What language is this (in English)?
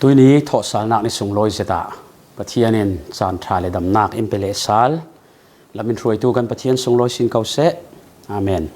Falam Chin